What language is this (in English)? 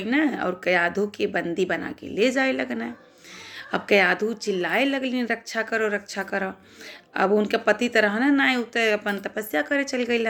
Bhojpuri